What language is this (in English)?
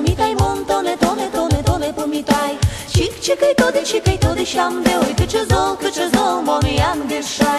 Udmurt